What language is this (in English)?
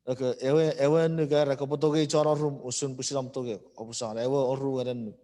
Chuukese